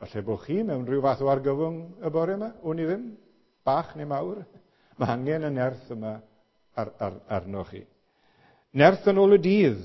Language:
Welsh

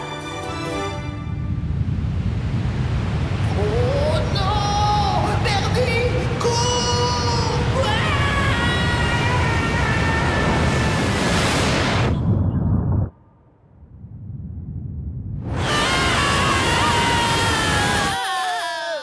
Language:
French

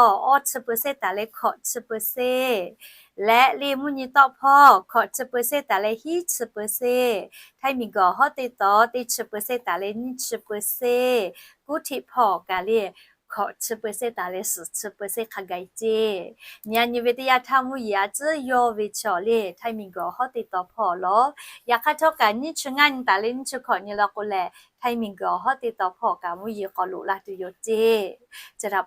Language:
Lahu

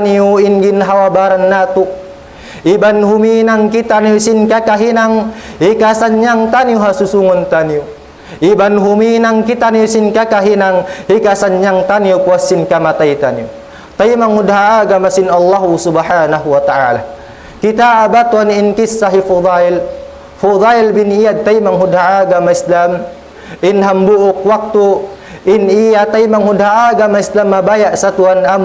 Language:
Tausug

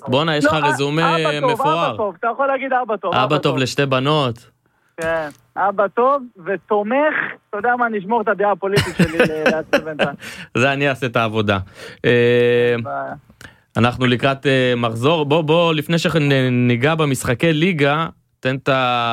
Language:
Hebrew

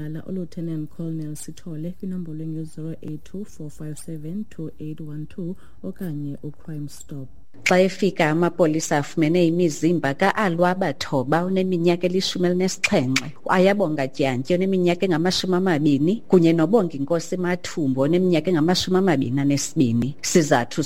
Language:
Xhosa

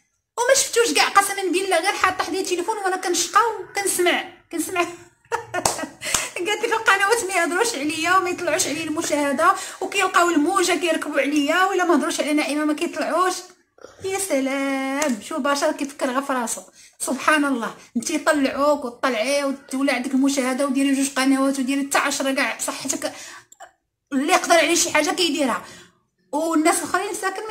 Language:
Moroccan Arabic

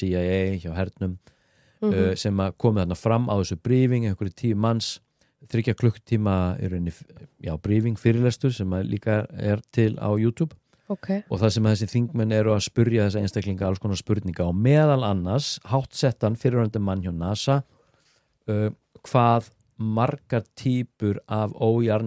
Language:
Icelandic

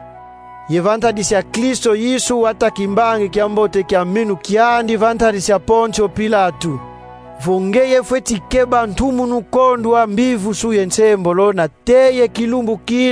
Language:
Kongo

